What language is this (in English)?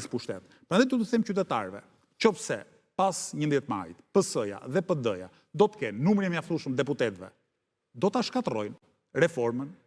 Albanian